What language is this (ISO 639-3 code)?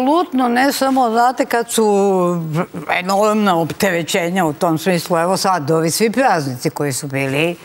srp